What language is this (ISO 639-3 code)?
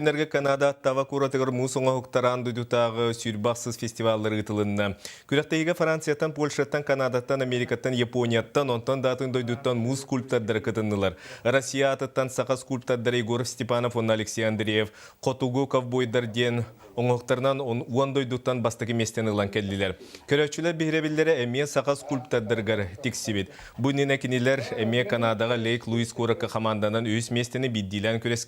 sah